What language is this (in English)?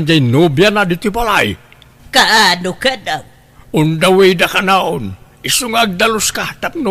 Iloko